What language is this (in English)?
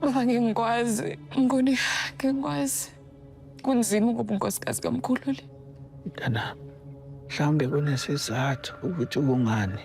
Zulu